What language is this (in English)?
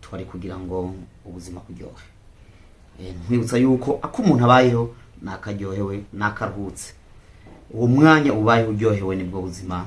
Rundi